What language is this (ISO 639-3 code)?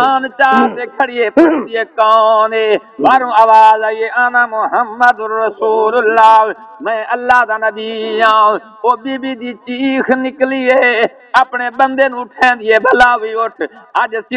skr